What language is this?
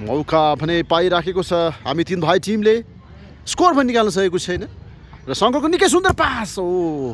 Nepali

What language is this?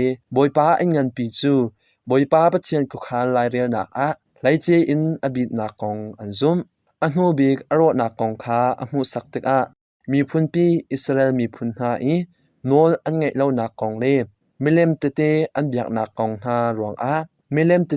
Hakha Chin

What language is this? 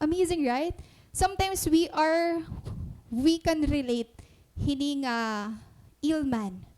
Waray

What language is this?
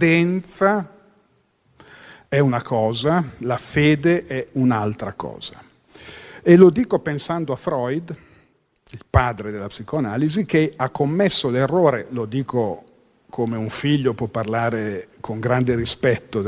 Italian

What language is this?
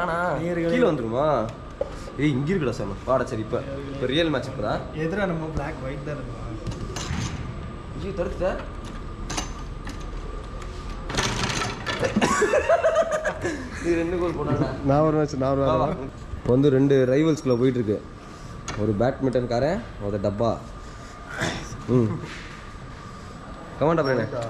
Tamil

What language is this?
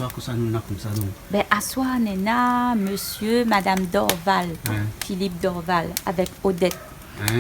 Réunion Creole French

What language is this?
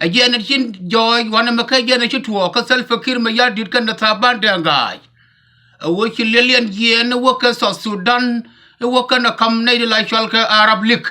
Nuer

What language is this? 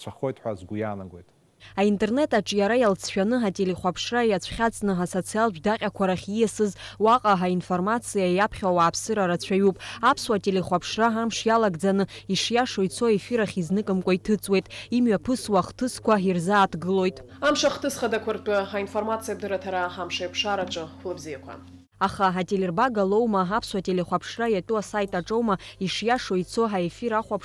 Abkhazian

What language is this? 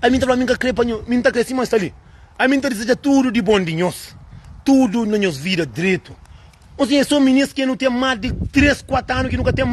Kabuverdianu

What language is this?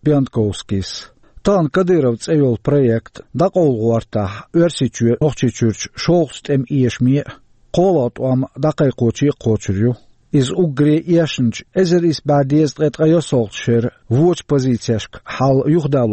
Chechen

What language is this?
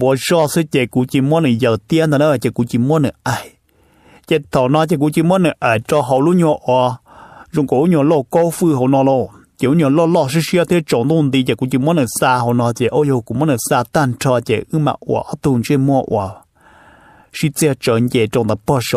Vietnamese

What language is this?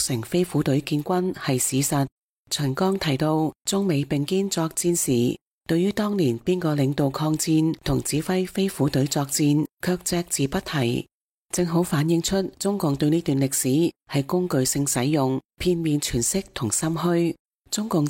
Cantonese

